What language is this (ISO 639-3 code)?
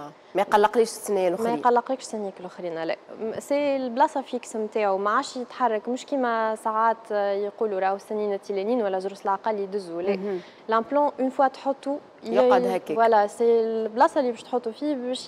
aeb